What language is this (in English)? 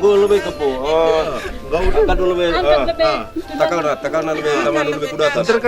Batak Karo